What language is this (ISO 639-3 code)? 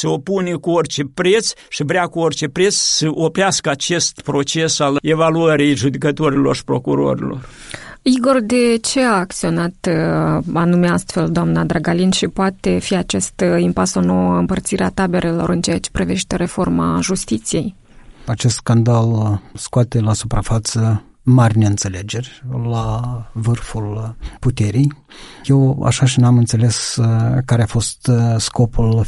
ron